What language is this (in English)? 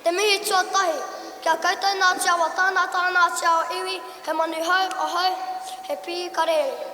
Māori